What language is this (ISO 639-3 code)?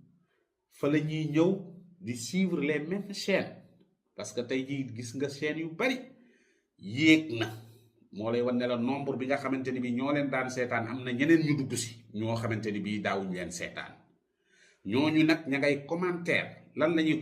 wol